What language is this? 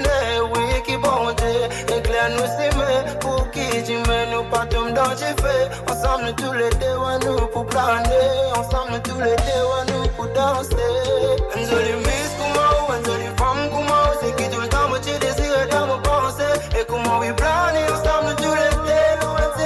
Morisyen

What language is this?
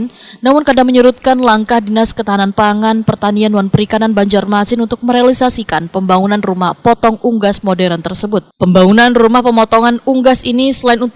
Banjar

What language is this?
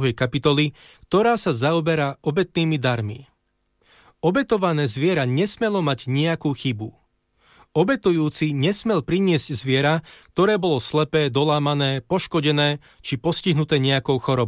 Slovak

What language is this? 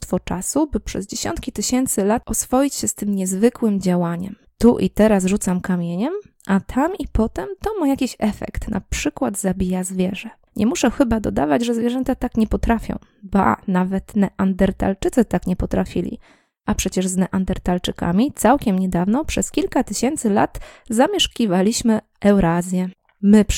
Polish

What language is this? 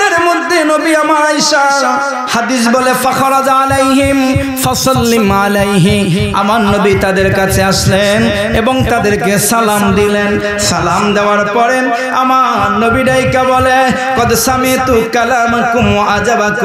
Bangla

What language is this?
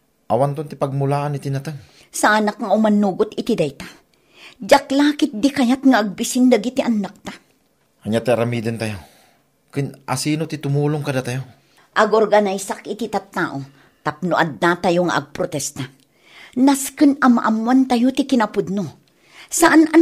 Iloko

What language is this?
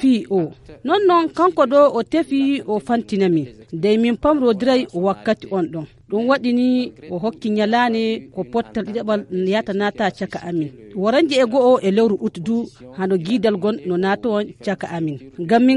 Fula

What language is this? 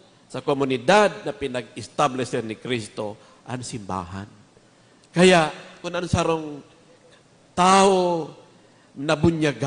Bikol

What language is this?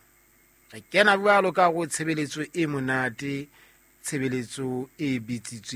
Southern Sotho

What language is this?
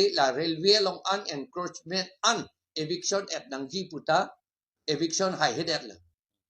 Karbi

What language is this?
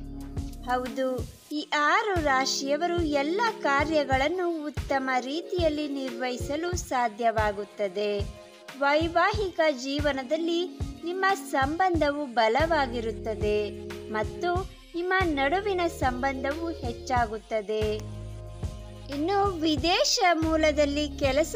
Kannada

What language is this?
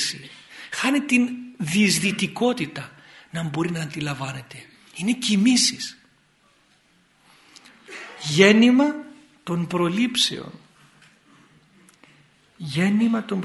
Greek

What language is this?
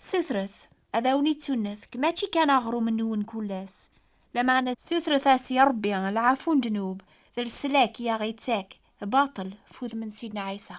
Kabyle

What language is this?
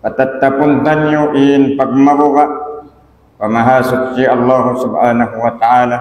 Tausug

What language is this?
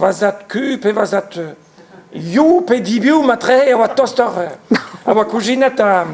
Breton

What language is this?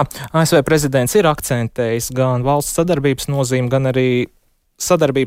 Latvian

